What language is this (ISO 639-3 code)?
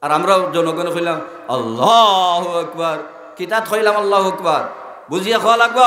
syl